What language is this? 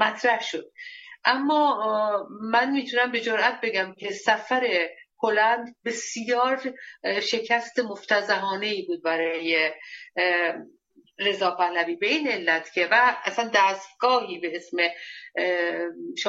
Persian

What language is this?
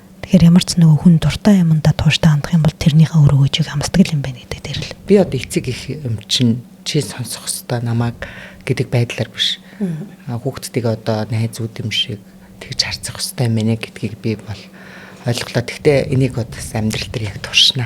Mongolian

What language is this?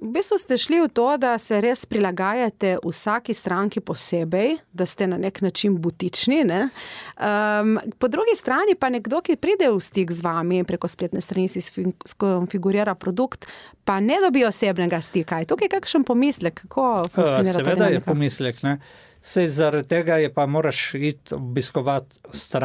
Slovenian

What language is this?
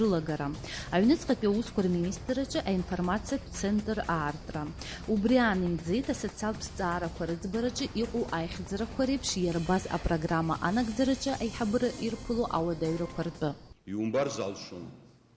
Abkhazian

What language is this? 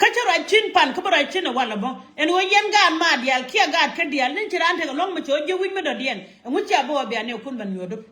Nuer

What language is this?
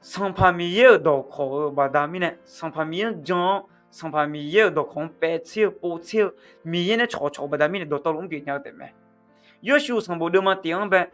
Akha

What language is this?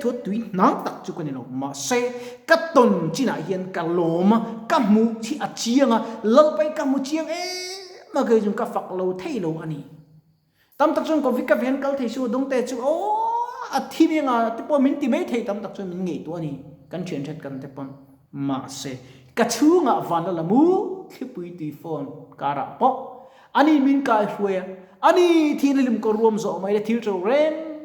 Mizo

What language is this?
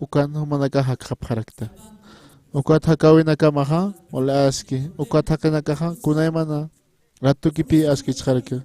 Aymara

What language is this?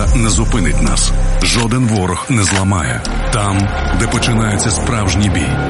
Ukrainian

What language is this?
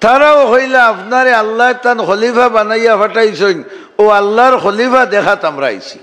Sylheti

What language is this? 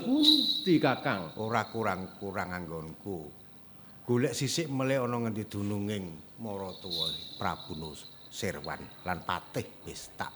Javanese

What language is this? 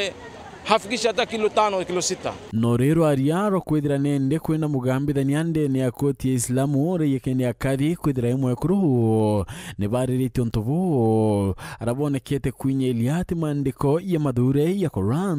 Meru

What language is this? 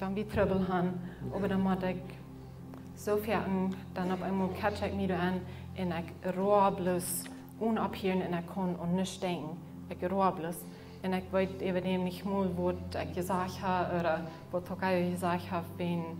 Plautdietsch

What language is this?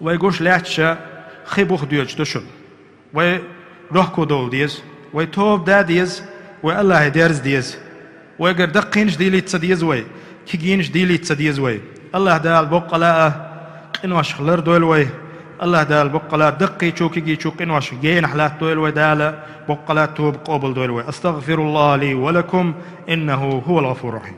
Chechen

